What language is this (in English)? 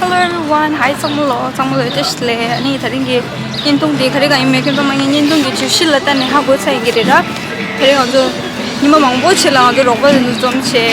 Tibetan